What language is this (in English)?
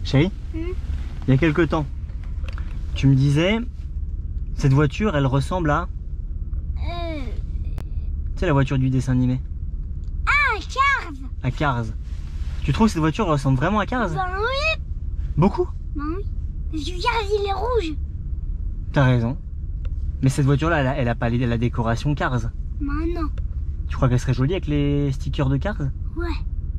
French